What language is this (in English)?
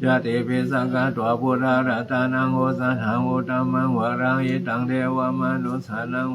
Pali